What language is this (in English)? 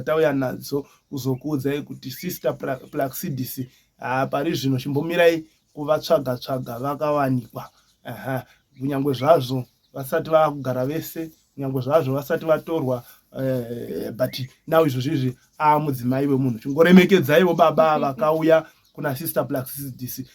Shona